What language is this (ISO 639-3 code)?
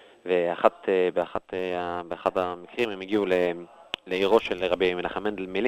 heb